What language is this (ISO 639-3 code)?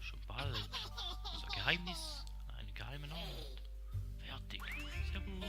gsw